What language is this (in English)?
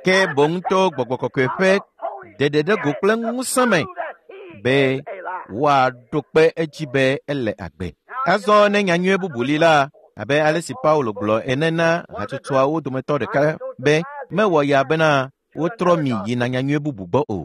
Ewe